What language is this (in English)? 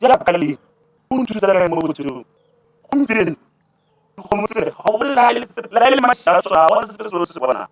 Tswana